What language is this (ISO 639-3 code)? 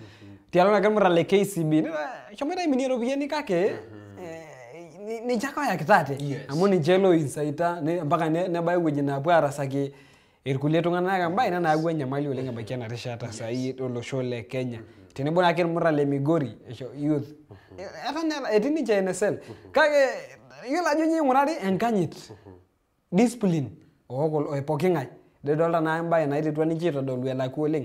mas